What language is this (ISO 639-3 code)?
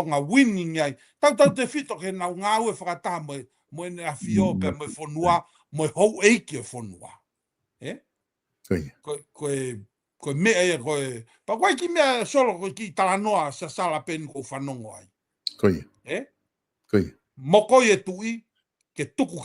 ton